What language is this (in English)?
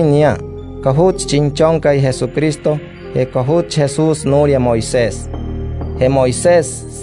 Wayuu